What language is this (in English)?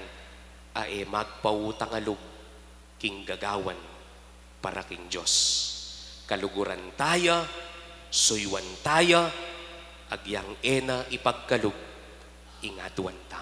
Pampanga